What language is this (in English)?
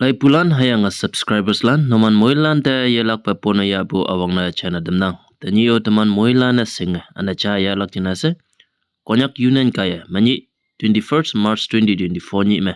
Konyak Naga